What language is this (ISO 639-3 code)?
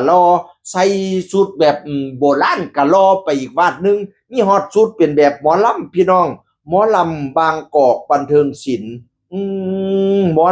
tts